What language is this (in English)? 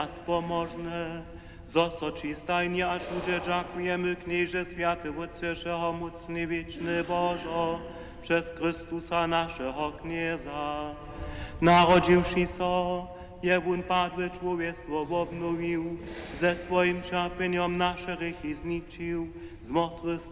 Upper Sorbian